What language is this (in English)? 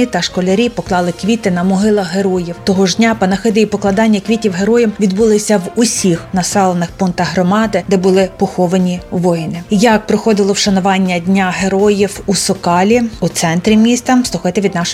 Ukrainian